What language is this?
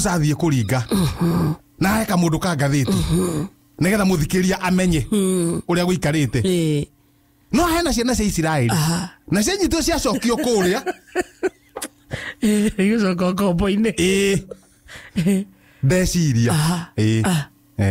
Kikuyu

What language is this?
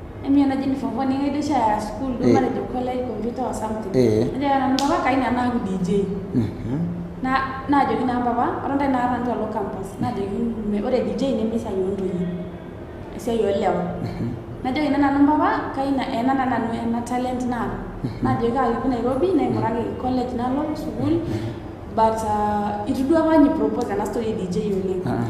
Masai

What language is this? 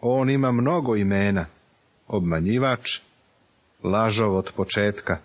Serbian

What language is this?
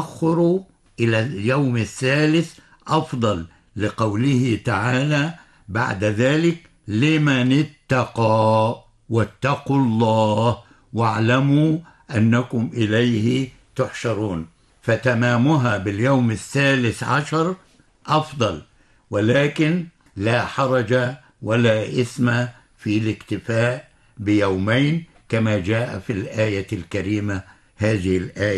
Arabic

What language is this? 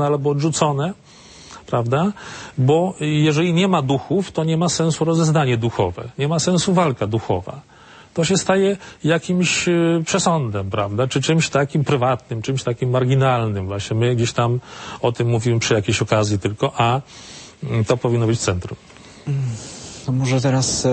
Polish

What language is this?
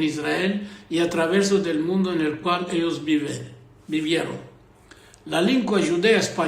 Ladino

